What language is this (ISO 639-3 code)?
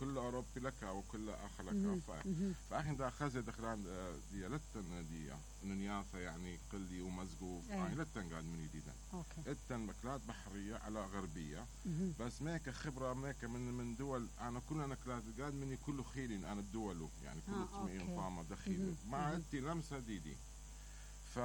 acm